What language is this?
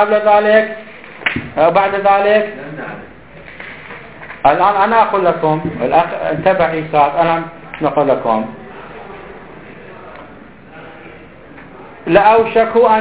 Arabic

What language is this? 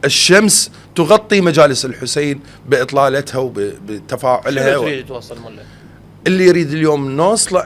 Mesopotamian Arabic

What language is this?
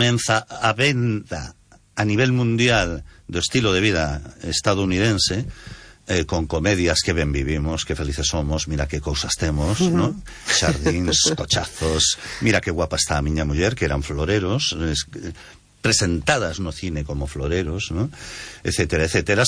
Galician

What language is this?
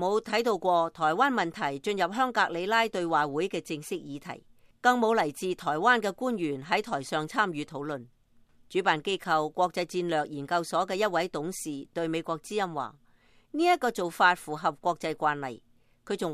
Cantonese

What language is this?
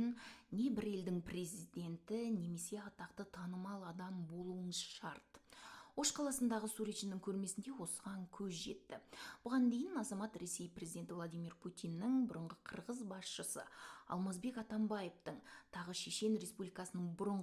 Kazakh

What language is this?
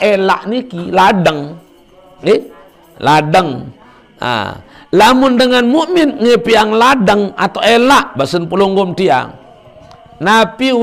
Sasak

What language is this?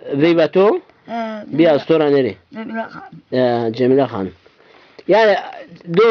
Zaza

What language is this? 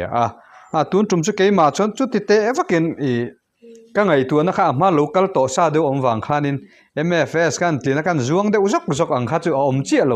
Mizo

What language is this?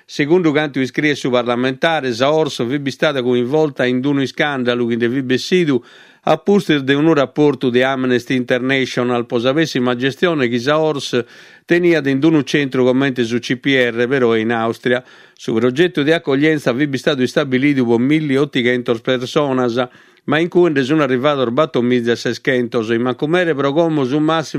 Sardinian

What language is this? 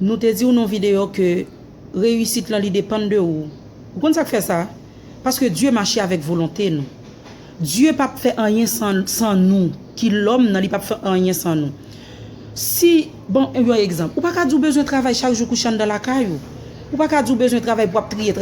Haitian Creole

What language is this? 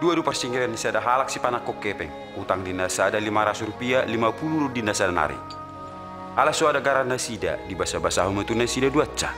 Batak Toba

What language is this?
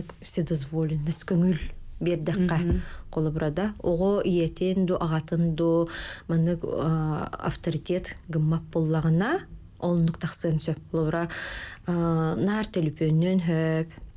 Yakut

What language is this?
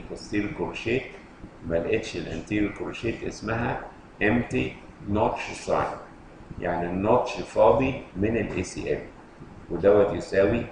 Egyptian Arabic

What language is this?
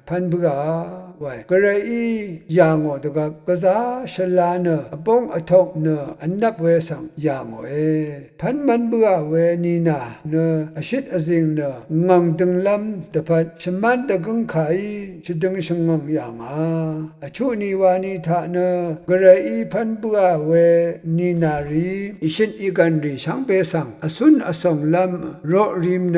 Rawang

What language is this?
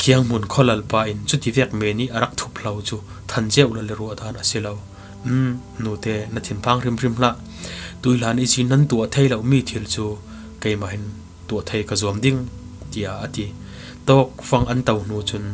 Falam Chin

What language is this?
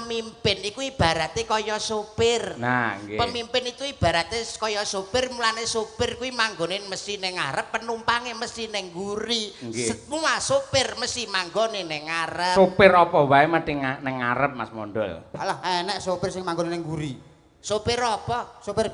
Javanese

